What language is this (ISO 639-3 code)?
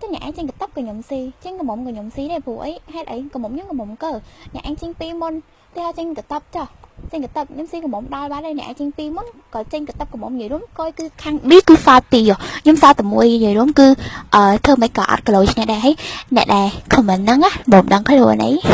khm